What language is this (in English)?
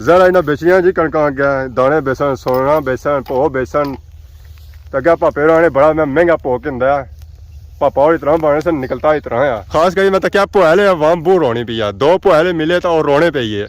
Pahari-Potwari